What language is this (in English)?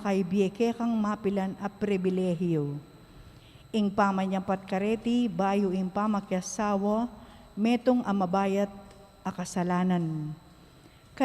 Pampanga